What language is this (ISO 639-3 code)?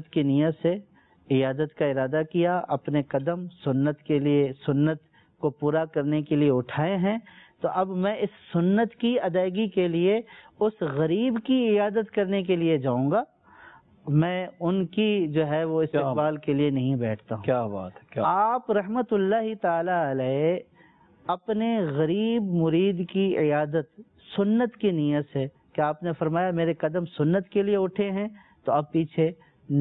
urd